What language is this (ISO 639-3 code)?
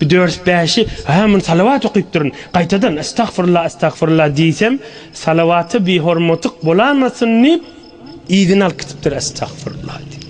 tuk